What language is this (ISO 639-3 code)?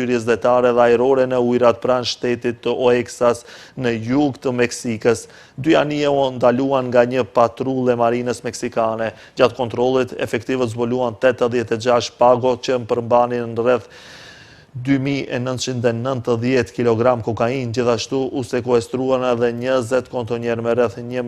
sqi